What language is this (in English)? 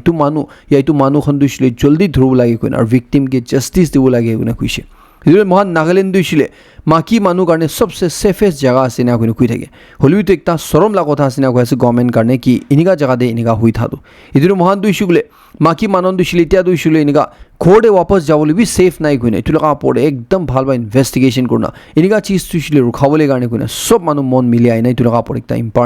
Naga Pidgin